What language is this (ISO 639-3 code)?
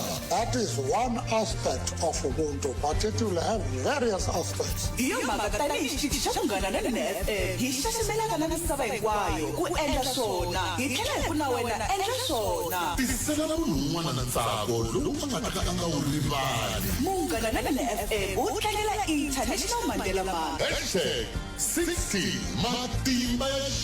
tso